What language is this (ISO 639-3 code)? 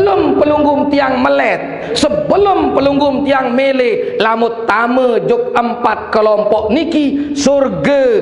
sas